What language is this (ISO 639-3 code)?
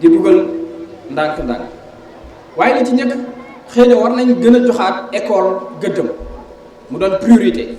wol